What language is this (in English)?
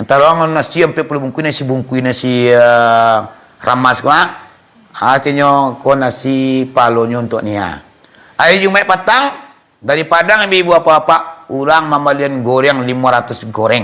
Minangkabau